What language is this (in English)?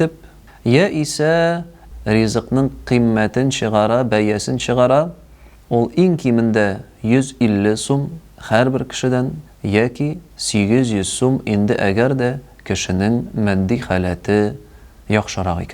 Tatar